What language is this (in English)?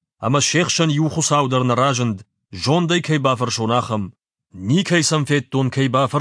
Ossetic